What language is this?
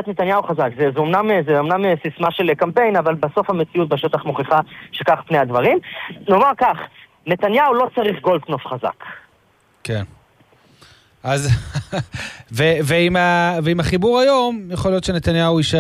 Hebrew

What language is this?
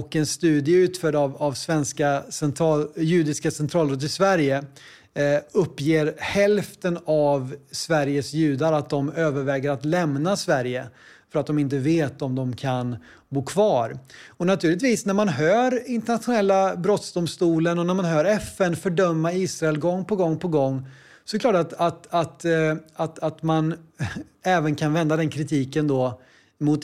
Swedish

